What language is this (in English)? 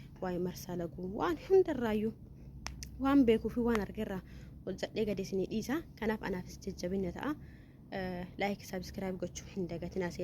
Oromo